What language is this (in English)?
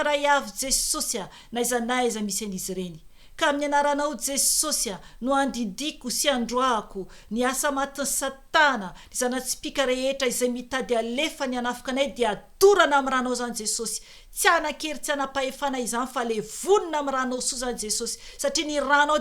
Malagasy